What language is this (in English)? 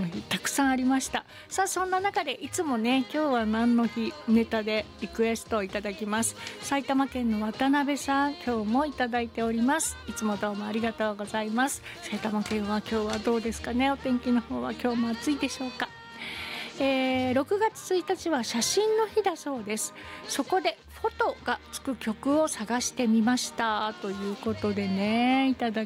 Japanese